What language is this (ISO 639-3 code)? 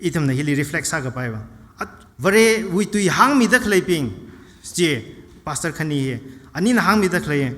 nmf